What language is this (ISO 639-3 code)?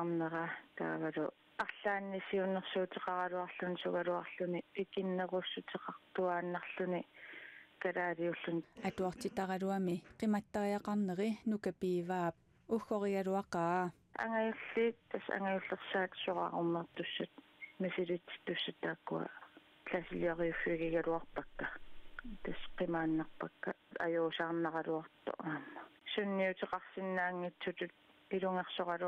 kal